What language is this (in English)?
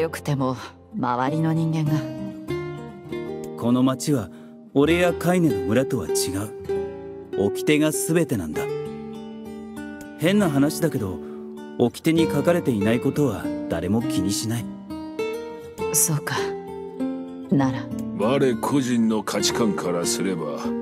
Japanese